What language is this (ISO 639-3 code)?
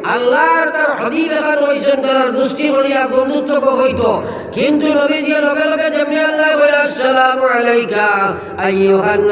syl